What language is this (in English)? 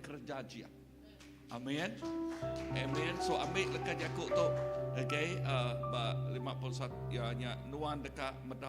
Iban